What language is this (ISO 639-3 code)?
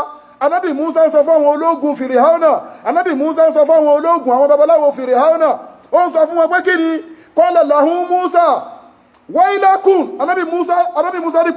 yor